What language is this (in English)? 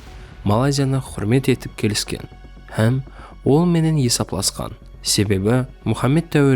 Kara-Kalpak